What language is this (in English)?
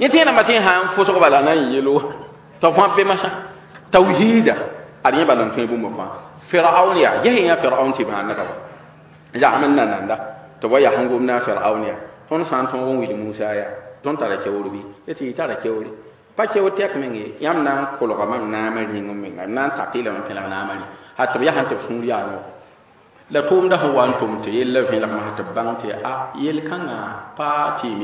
Mossi